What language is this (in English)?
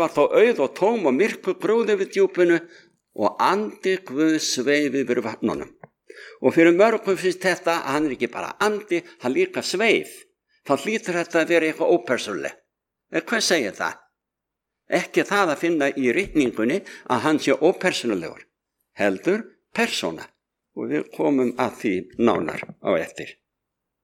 Icelandic